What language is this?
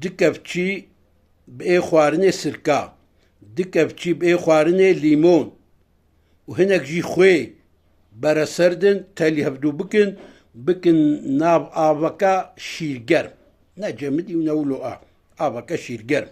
Kurdish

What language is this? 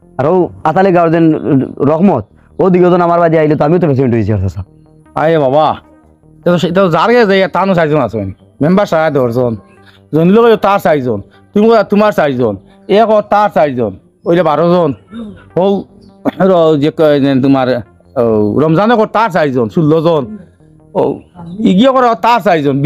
Sylheti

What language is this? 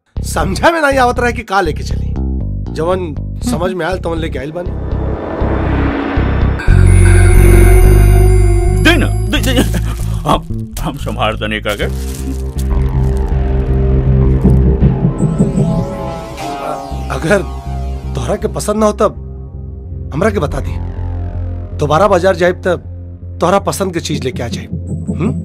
Bhojpuri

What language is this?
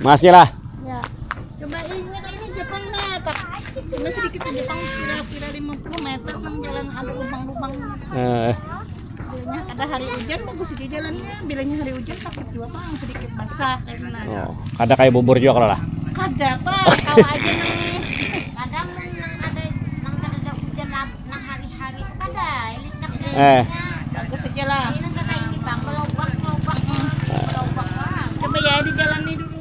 Banjar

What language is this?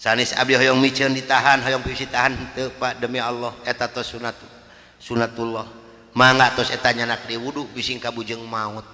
Sundanese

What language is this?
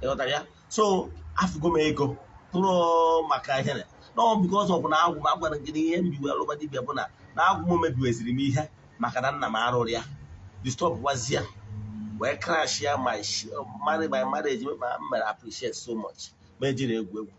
Igbo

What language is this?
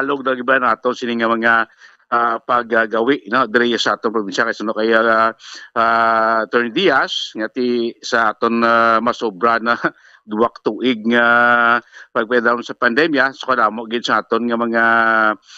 Hiligaynon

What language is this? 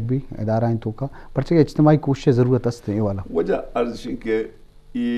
Eastern Balochi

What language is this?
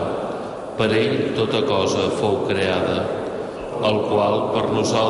Catalan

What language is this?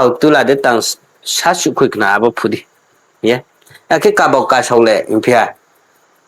Riang (India)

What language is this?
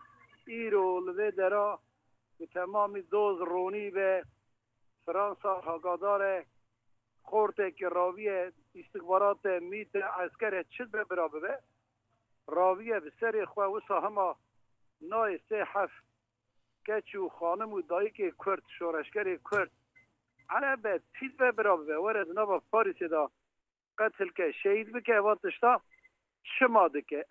Kurdish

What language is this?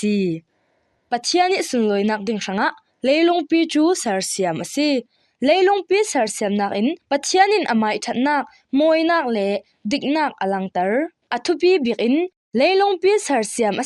Falam Chin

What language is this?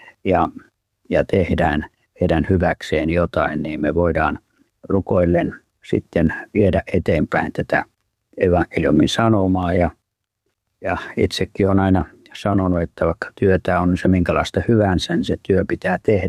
Finnish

